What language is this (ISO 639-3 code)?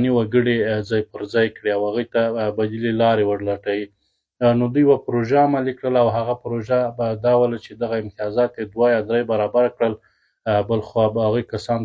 pus